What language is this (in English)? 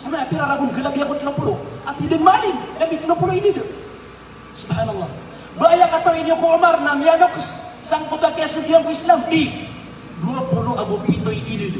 Maranao